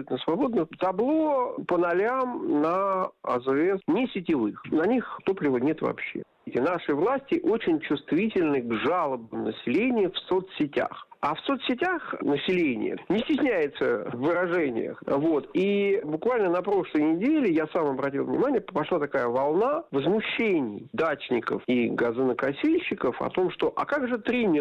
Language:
Russian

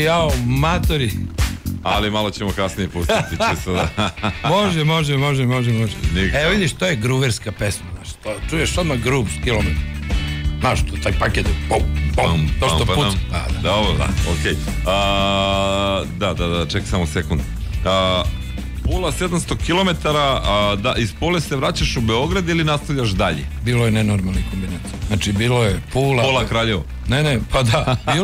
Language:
Serbian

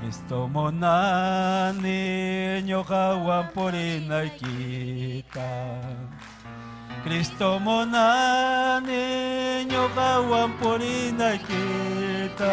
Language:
Ayacucho Quechua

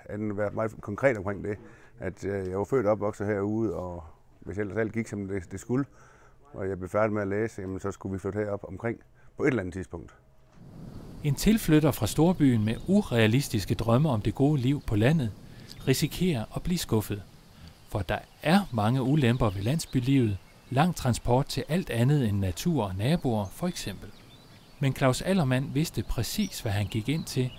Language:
Danish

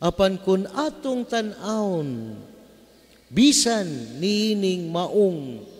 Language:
Cebuano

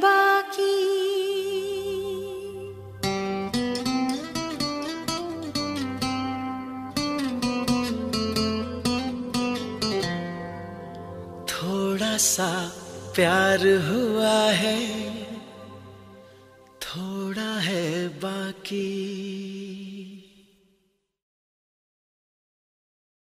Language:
Hindi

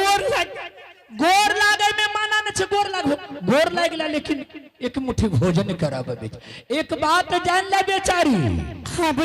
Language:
Angika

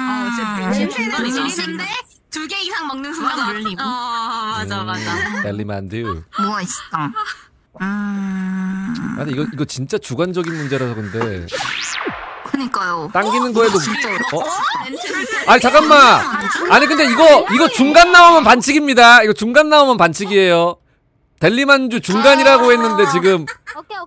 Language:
Korean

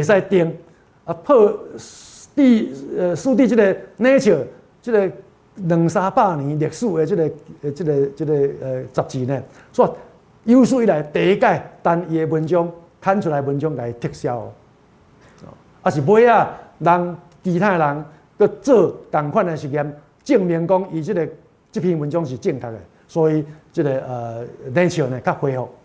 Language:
Min Nan Chinese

